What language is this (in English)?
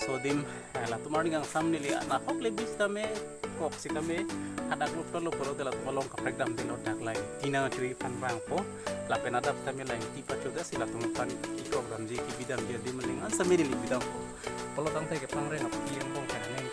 Karbi